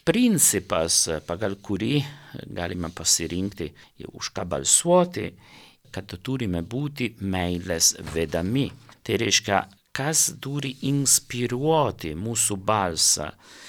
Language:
Lithuanian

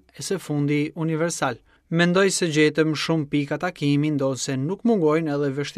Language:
Albanian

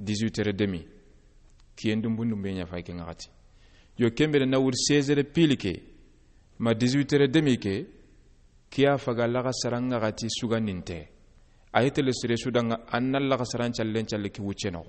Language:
Soninke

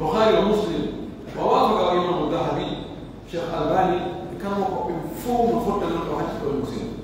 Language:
Pular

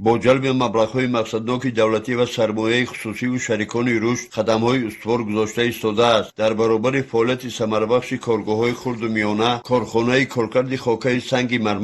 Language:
Tajik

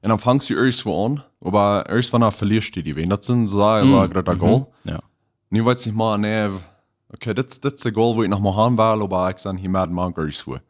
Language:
Plautdietsch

